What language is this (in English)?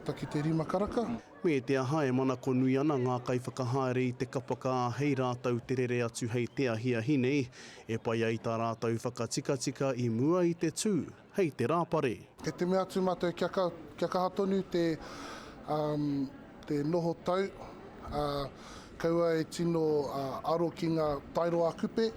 Māori